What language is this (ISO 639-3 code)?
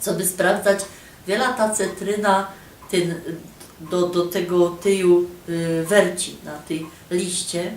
szl